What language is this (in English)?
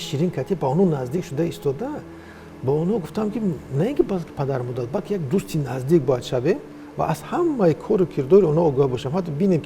Tajik